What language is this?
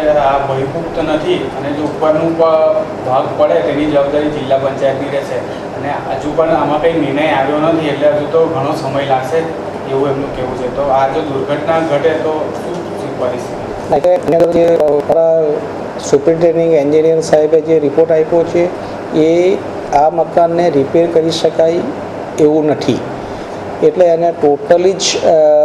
Gujarati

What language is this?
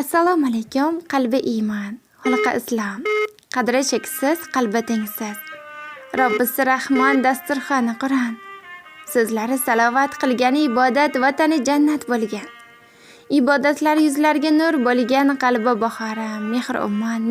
Uzbek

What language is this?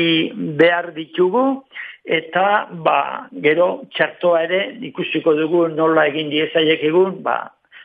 Basque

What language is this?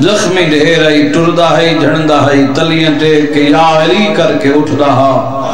Saraiki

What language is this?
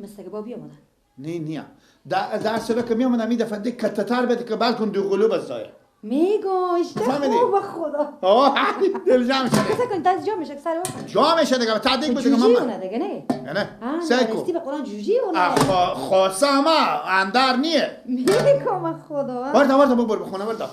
Persian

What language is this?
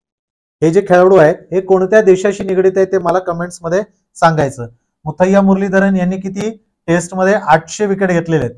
Marathi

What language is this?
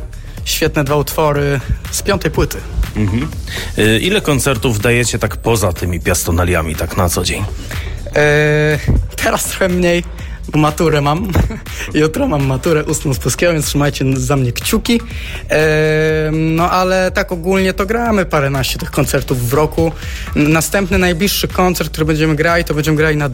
Polish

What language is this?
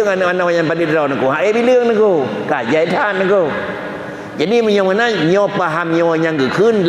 Achinese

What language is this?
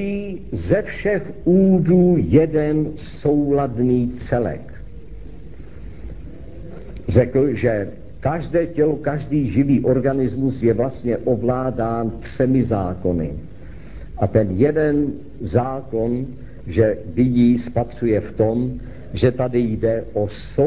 Czech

